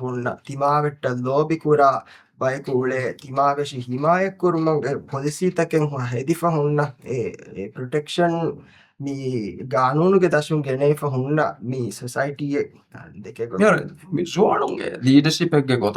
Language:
Divehi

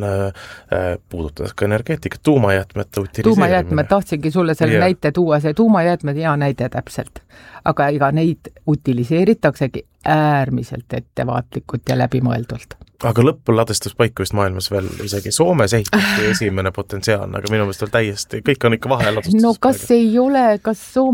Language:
Estonian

